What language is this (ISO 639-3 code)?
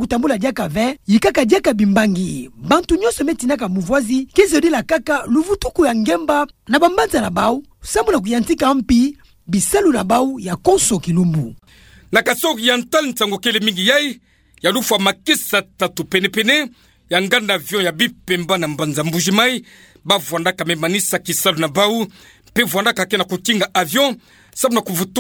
ktu